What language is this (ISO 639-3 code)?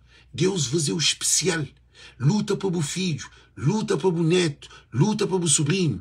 kea